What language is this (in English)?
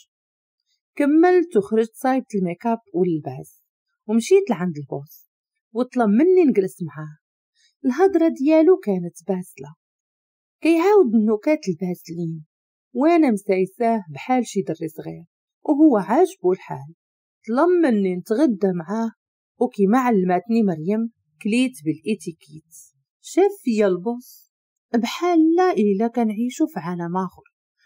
Moroccan Arabic